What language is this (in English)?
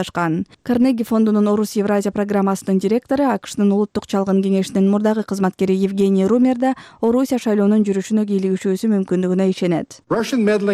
Kyrgyz